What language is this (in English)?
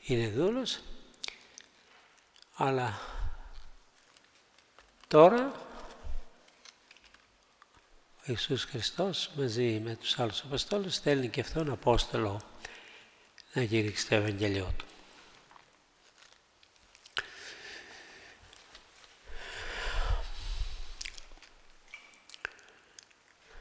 Greek